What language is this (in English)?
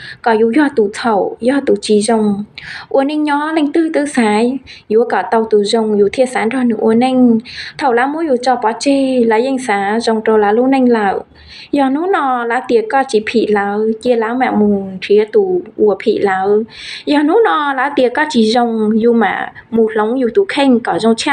Hmong